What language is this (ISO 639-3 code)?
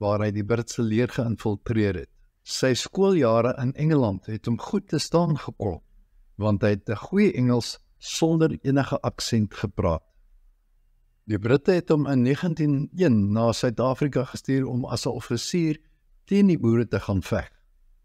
afr